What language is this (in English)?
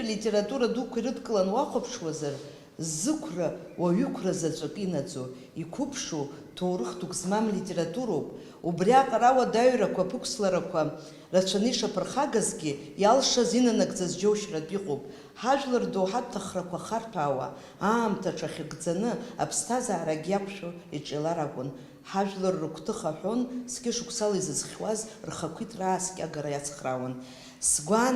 Abkhazian